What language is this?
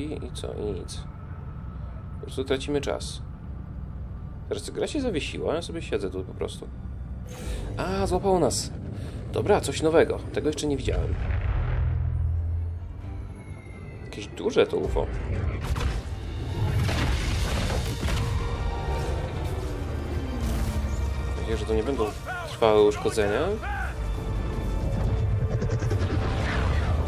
Polish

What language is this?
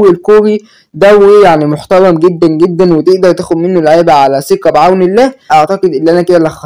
Egyptian Arabic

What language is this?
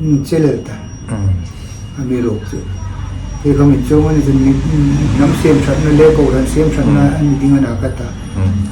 Hmar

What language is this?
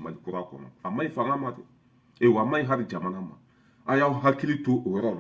Bambara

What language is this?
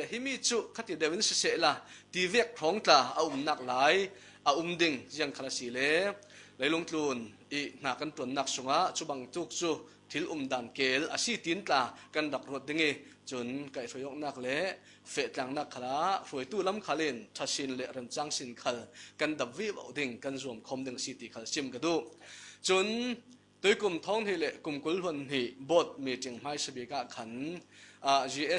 Falam Chin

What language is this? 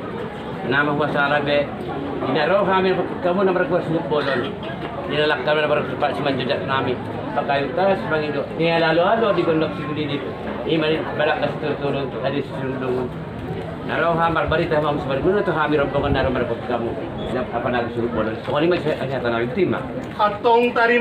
Batak Angkola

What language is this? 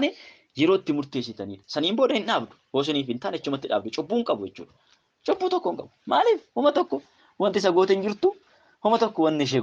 Oromo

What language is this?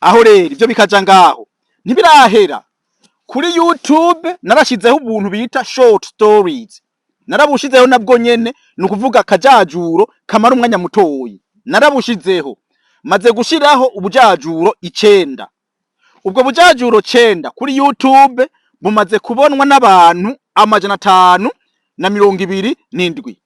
Rundi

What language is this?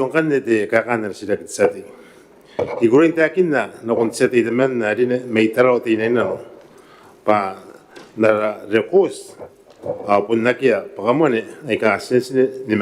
Gilbertese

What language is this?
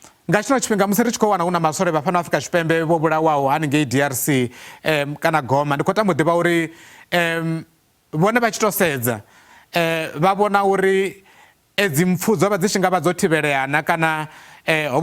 Venda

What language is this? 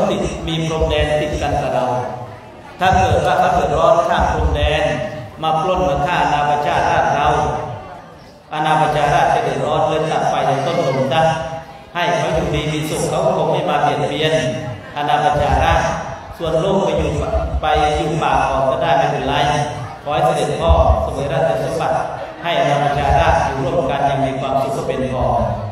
Thai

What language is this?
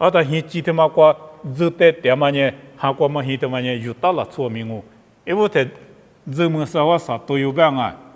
Lisu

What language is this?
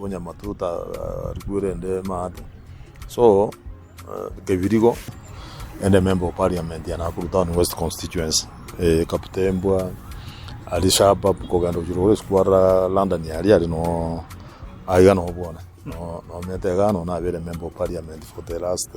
Gusii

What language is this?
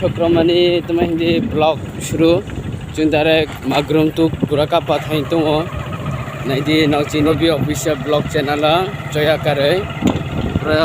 Kok Borok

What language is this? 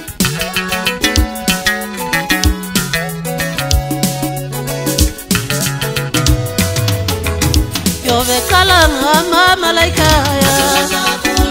Swahili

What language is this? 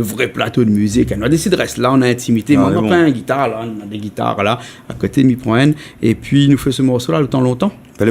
Réunion Creole French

